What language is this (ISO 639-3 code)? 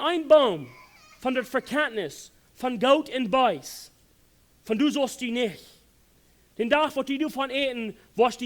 pdt